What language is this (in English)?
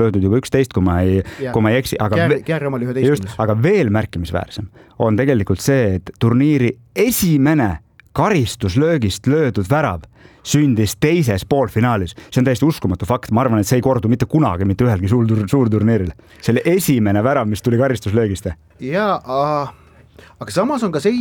Estonian